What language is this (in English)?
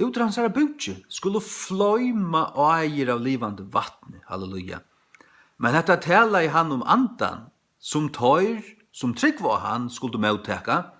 Faroese